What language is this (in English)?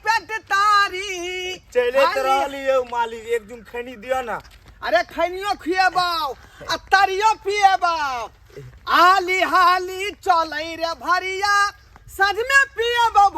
Maithili